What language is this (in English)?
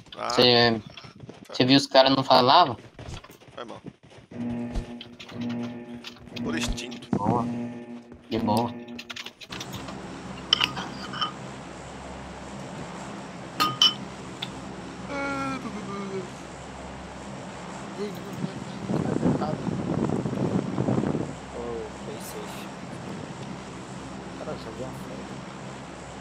Portuguese